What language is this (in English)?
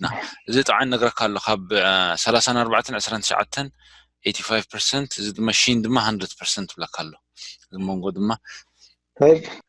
Tigrinya